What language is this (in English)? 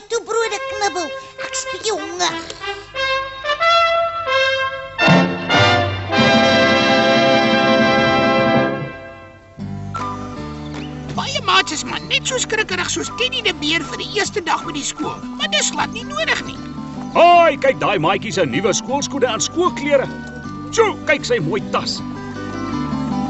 Afrikaans